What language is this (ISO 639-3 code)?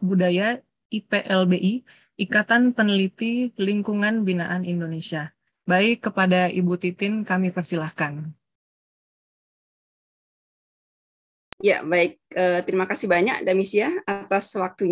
ind